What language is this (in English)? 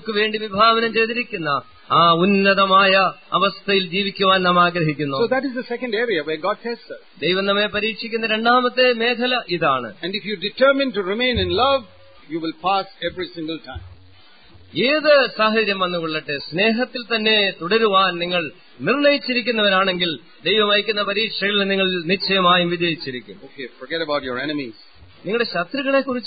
Malayalam